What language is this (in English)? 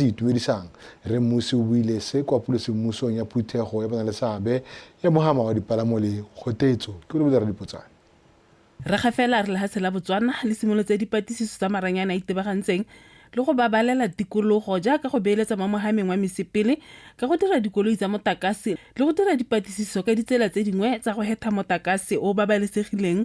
Tswana